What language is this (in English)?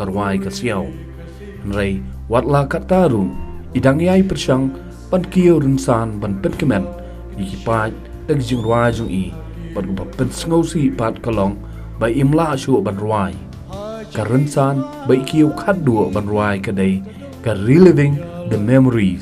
Khasi